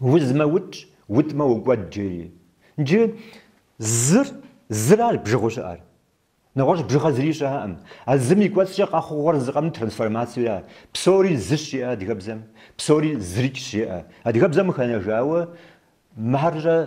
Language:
Kabardian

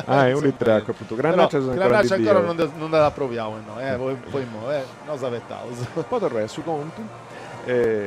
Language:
Sardinian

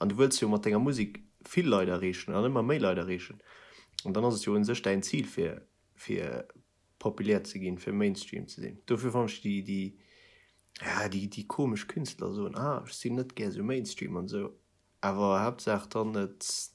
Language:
Luxembourgish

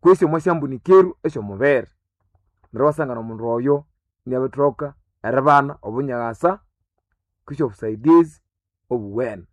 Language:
Nande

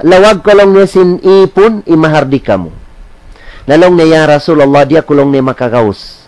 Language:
Tausug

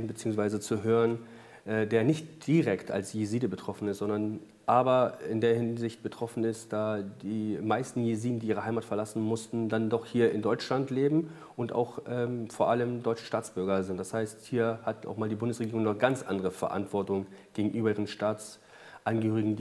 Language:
German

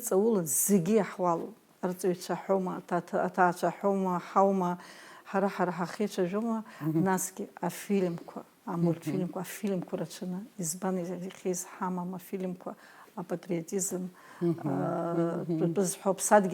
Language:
Abkhazian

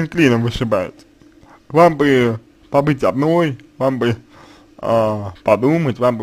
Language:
Russian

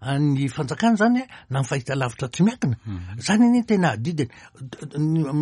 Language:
Malagasy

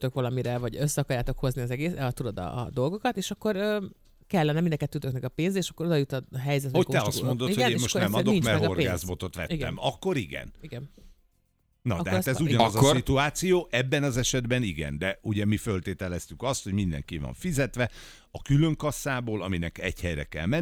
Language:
Hungarian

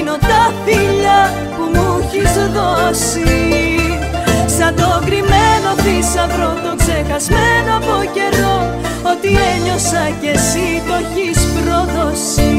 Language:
Greek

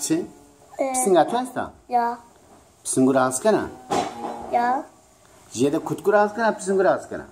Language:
Zaza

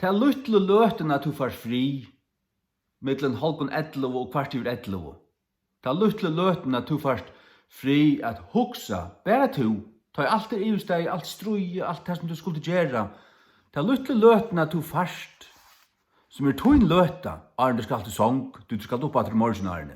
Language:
Faroese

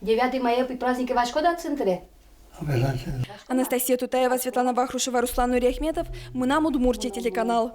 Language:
Udmurt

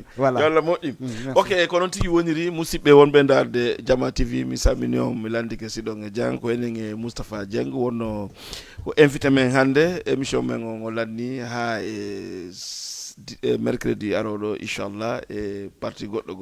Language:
Fula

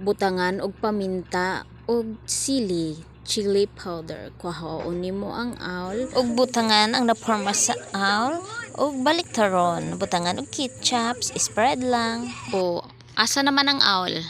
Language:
Cebuano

